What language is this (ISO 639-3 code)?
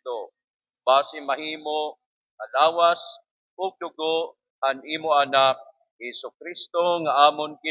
war